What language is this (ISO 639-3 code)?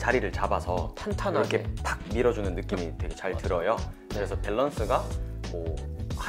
kor